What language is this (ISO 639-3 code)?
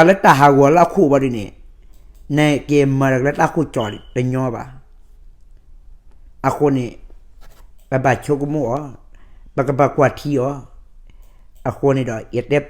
ksw